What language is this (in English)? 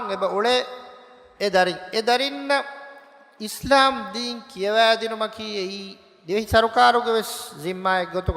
Divehi